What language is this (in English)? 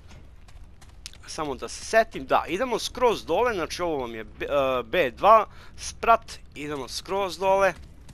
Serbian